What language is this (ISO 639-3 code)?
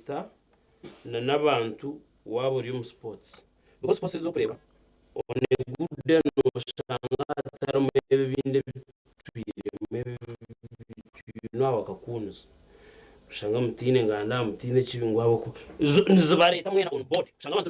nyn